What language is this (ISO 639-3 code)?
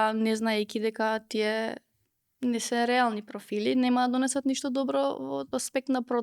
mkd